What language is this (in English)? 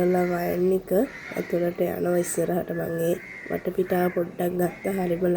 Sinhala